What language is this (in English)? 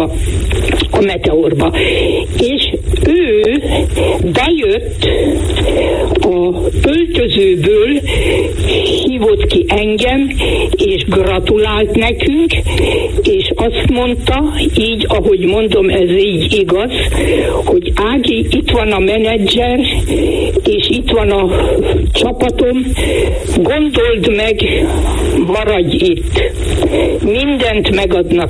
Hungarian